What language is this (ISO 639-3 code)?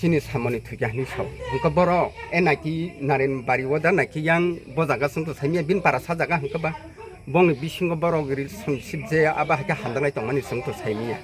trp